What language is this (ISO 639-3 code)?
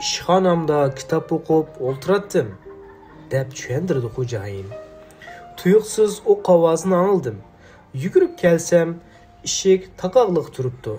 uig